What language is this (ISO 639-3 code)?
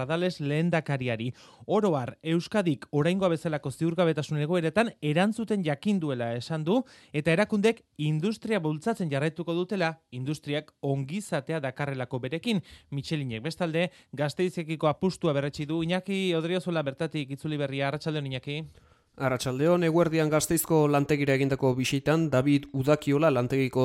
eus